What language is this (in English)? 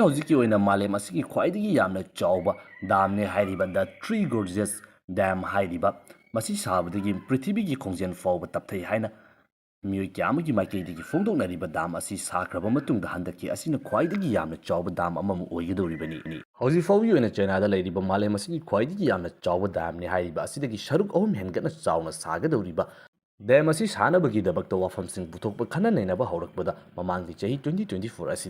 Manipuri